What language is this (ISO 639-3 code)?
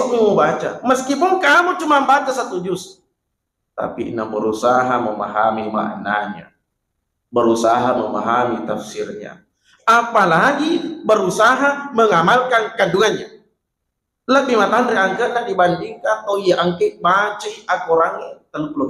bug